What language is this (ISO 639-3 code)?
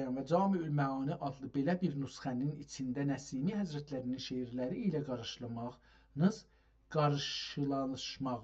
azb